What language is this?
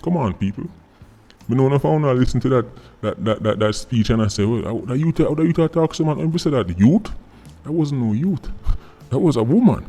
Jamaican Creole English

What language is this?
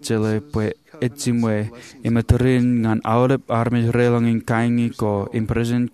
Marshallese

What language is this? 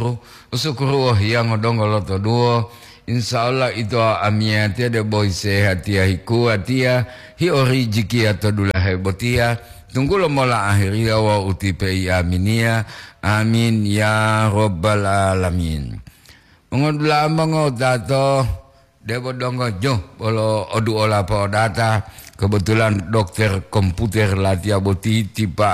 Gorontalo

